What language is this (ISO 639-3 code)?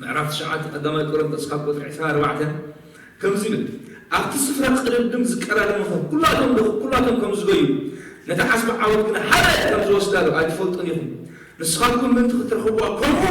tir